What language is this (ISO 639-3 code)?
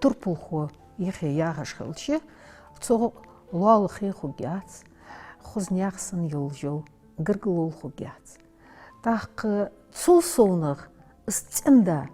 inh